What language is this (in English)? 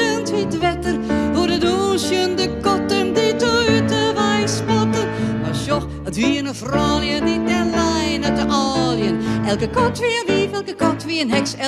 Western Frisian